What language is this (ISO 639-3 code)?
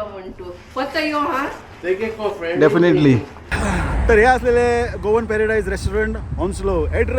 kok